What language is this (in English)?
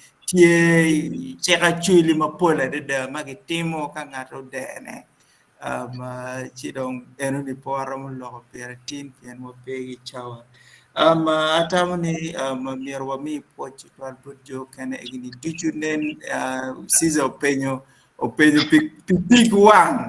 Acoli